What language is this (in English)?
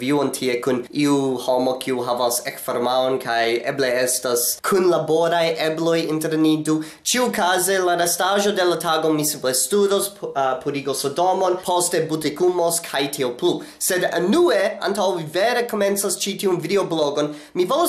Esperanto